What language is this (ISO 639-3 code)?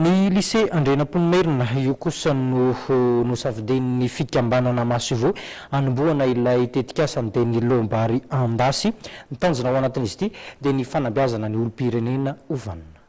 mlg